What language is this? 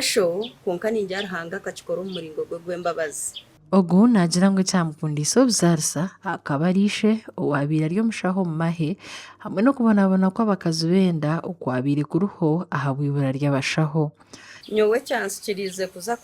Nyankole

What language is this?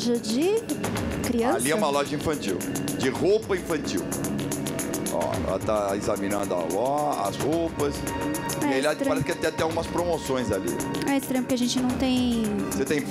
Portuguese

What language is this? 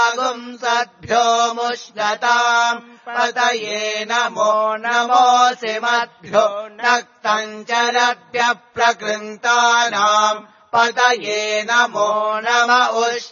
Sanskrit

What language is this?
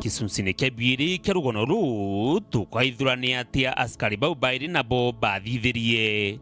Meru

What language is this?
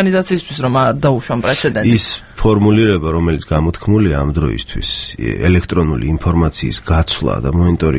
Georgian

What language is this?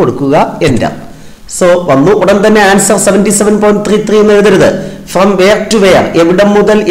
Malayalam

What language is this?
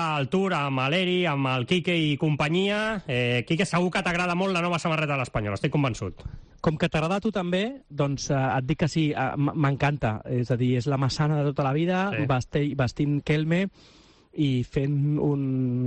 Catalan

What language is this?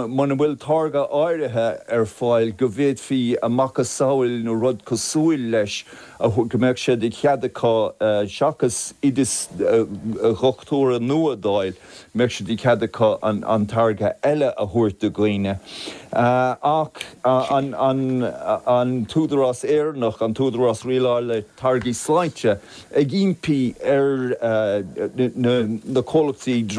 Irish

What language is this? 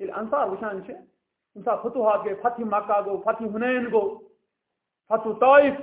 Kashmiri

